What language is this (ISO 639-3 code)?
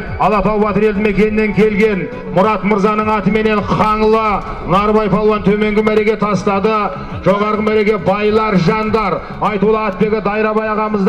kaz